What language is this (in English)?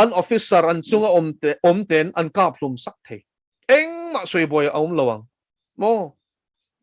Mizo